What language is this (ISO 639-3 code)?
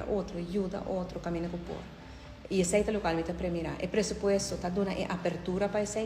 pap